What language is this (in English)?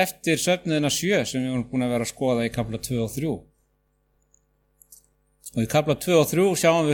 Icelandic